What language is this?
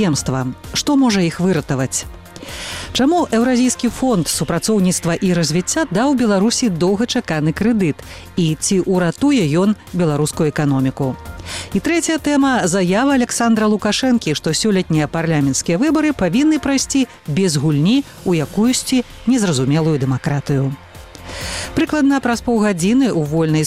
Belarusian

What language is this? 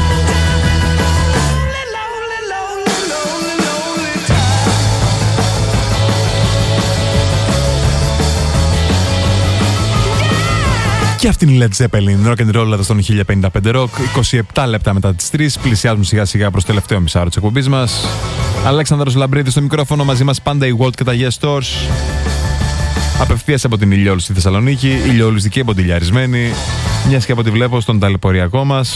Greek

